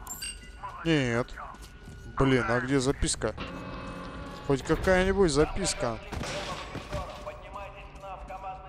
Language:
Russian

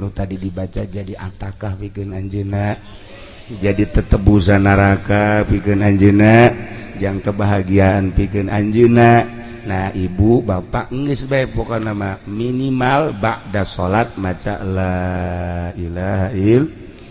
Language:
Sundanese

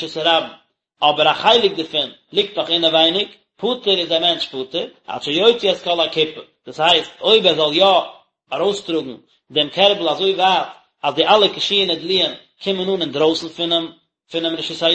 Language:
Yiddish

